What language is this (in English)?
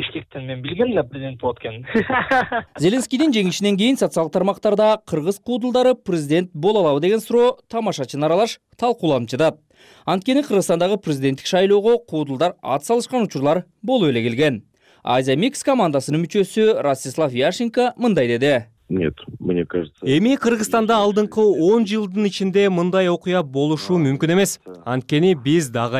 Kyrgyz